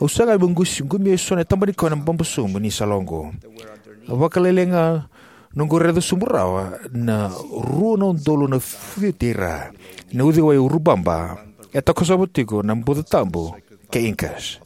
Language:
Fijian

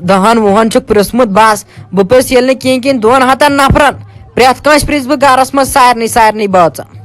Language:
Kashmiri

